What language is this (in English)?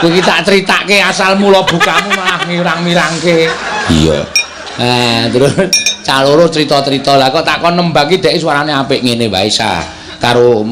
Javanese